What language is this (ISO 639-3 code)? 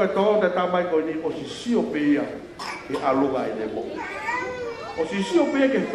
ton